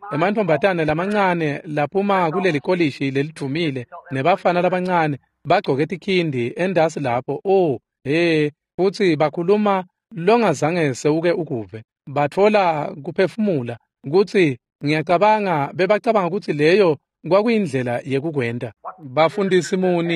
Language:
Swati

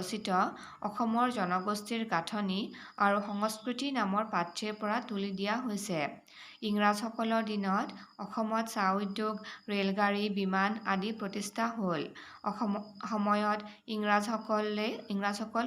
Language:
Assamese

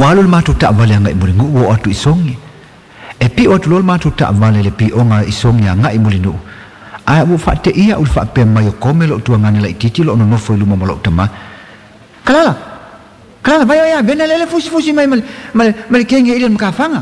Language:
Samoan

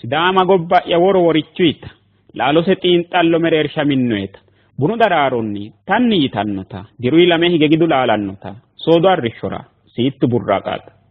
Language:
Sidamo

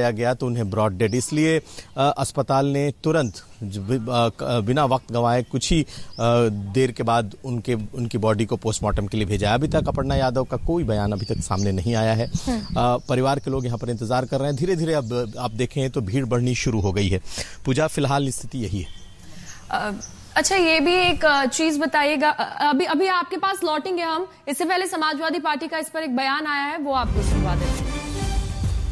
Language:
Hindi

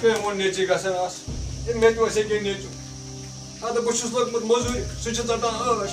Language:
Kashmiri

